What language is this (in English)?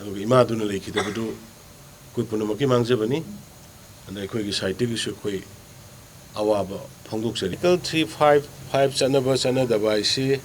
Manipuri